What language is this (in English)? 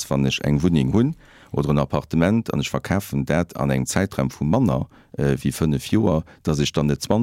Luxembourgish